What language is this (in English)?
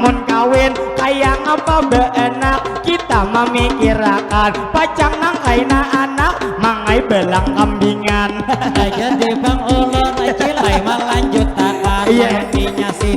Banjar